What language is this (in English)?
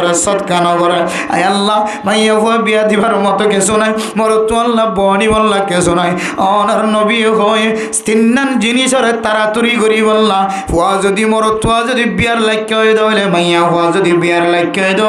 Rohingya